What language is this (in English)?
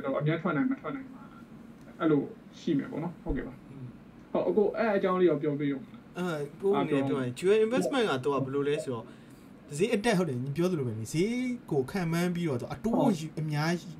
Burmese